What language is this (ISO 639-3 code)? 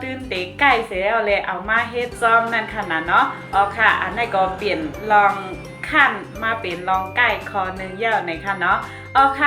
shn